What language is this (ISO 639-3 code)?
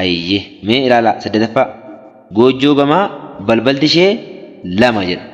orm